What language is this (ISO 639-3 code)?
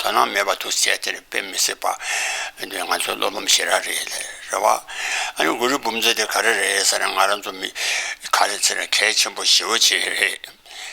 bod